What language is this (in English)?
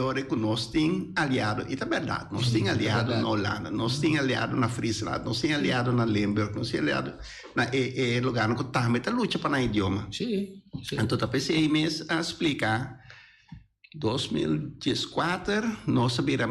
Papiamento